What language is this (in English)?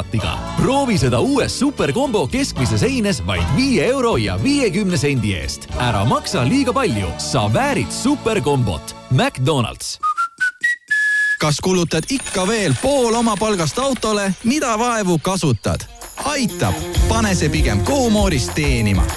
Estonian